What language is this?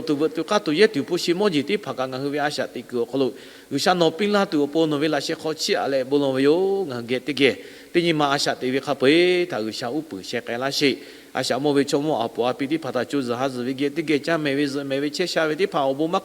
Lahu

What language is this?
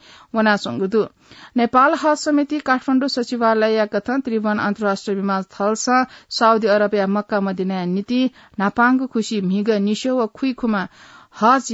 Newari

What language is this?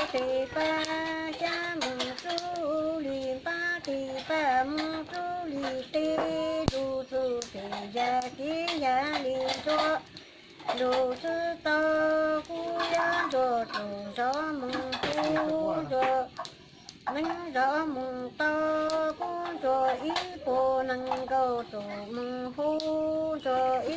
Hmong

